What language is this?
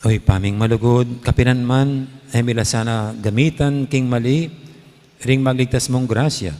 Pampanga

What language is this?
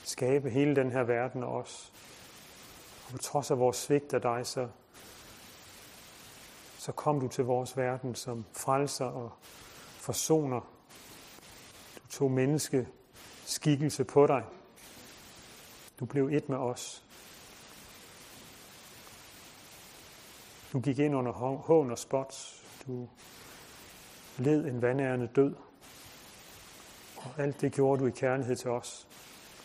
Danish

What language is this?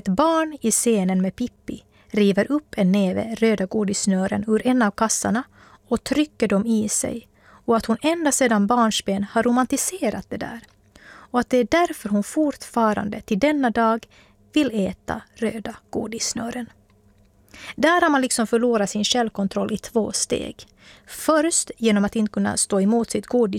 Swedish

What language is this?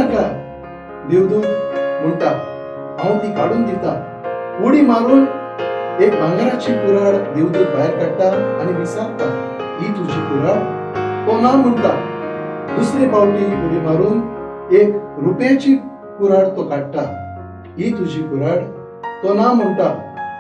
Konkani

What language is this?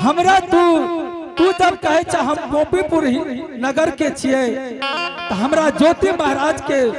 Angika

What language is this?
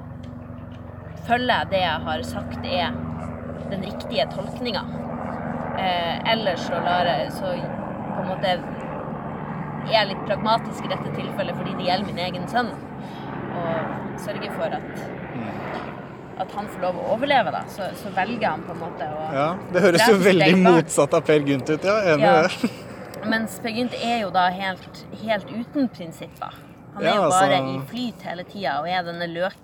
Norwegian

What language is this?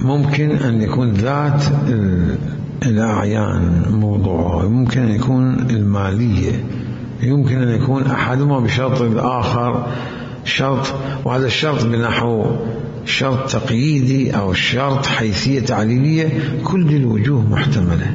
Mesopotamian Arabic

